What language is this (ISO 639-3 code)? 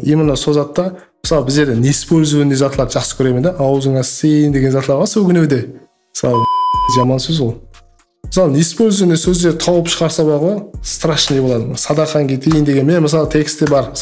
kaa